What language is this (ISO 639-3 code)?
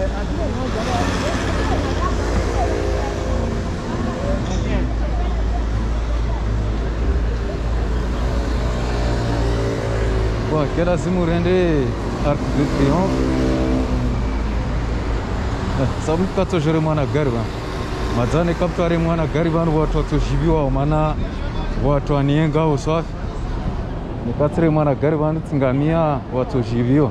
swa